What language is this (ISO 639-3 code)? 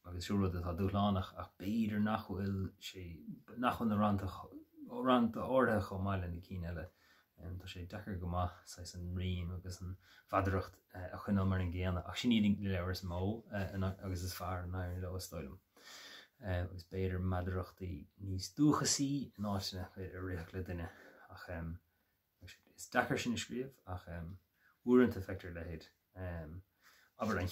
gle